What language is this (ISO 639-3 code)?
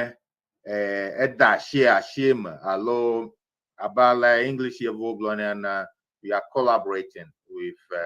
ewe